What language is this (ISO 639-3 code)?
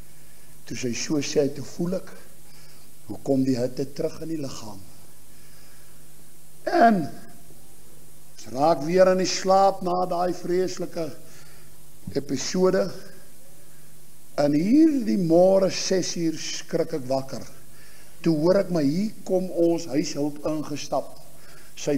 afr